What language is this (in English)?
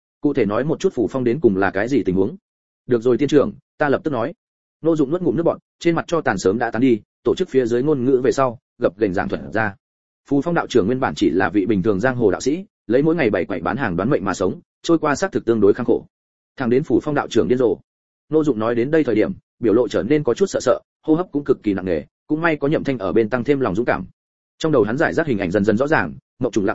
Vietnamese